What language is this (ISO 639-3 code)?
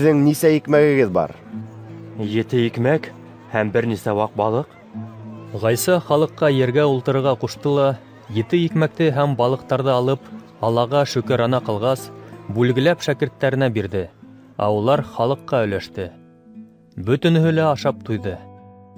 bak